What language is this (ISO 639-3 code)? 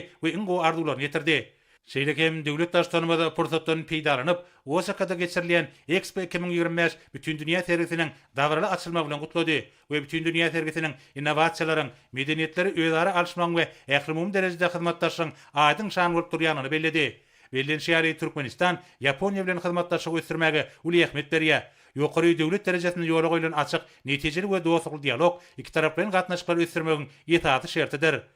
tuk